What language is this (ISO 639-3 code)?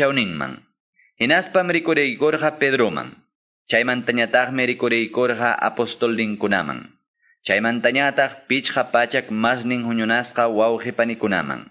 que